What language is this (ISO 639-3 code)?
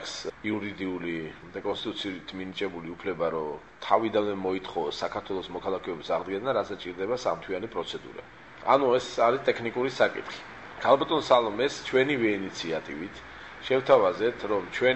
kat